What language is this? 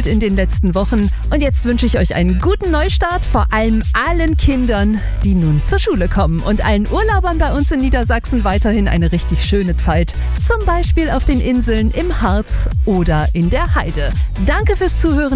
German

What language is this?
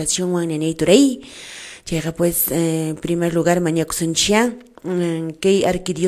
Quechua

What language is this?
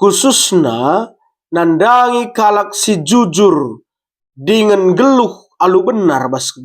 Batak Karo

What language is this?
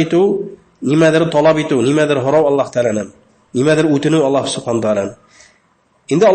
Bashkir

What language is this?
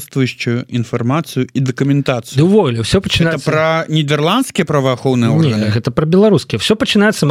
Belarusian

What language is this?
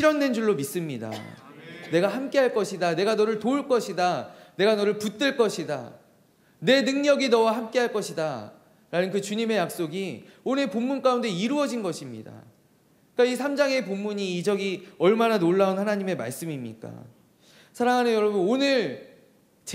Korean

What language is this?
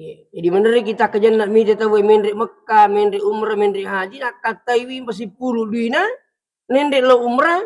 Buginese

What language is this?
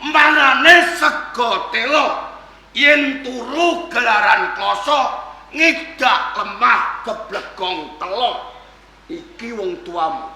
Javanese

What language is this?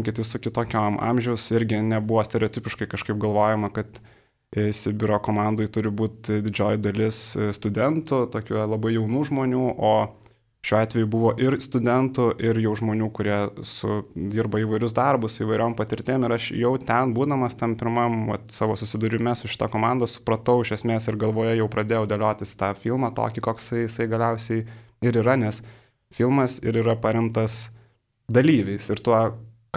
Lithuanian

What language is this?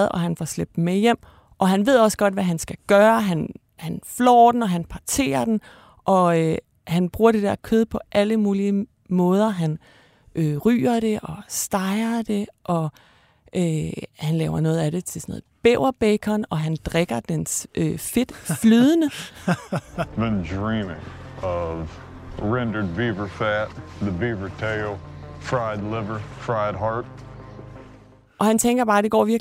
Danish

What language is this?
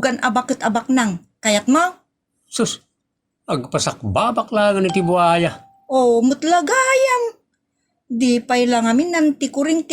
Iloko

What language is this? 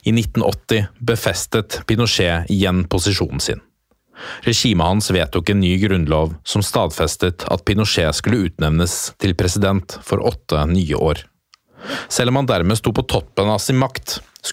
Norwegian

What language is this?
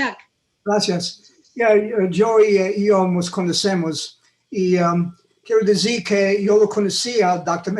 Ladino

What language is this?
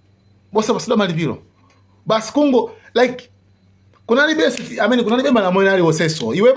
Nyanja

